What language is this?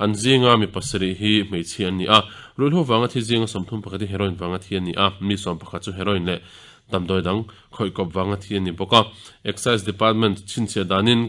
Mizo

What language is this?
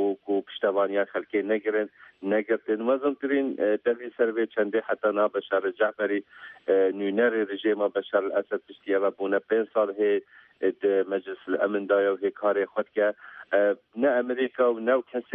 Kurdish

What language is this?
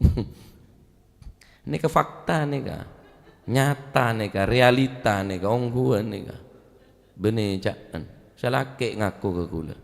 Madurese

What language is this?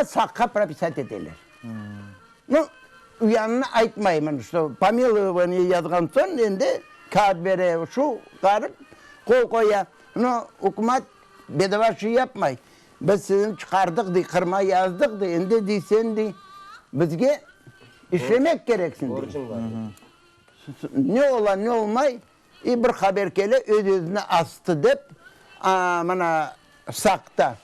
Crimean Tatar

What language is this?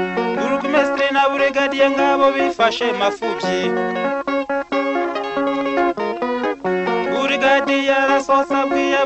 Kinyarwanda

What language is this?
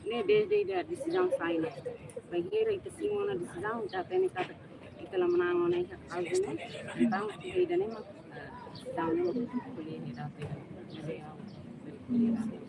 Tetum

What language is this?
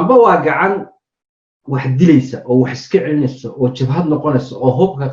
Somali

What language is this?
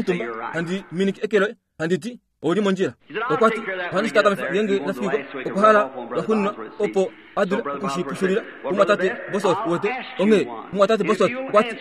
Kuanyama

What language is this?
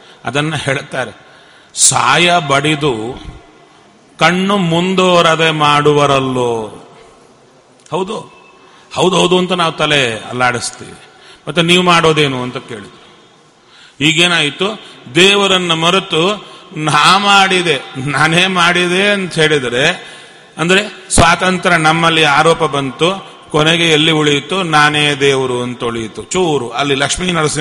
Kannada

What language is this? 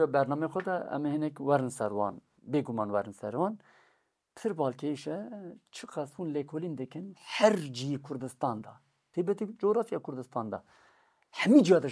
Kurdish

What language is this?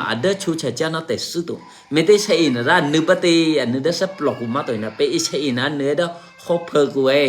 Eastern Kayah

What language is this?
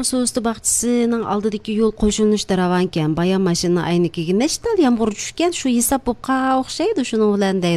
Uyghur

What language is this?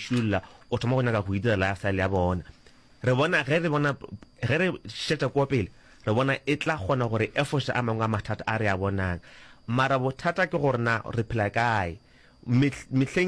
Northern Sotho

